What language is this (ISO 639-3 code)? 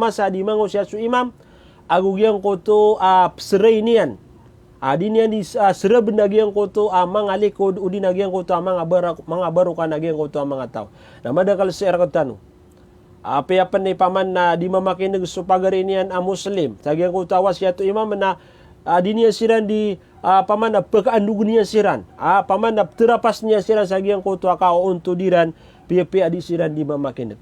mrw